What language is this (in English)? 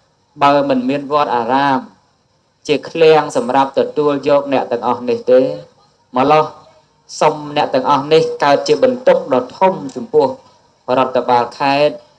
Khmer